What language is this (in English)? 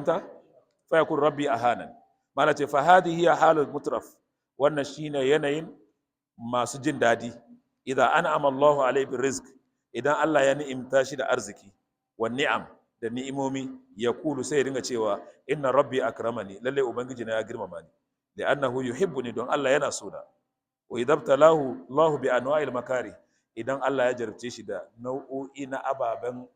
Hausa